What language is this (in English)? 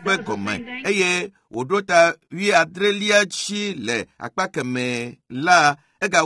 Ewe